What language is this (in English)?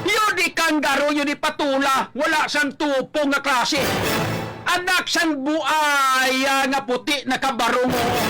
Hiligaynon